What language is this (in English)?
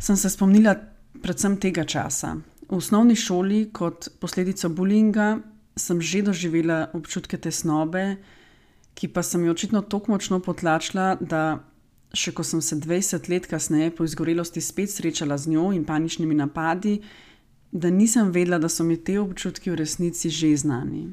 Slovenian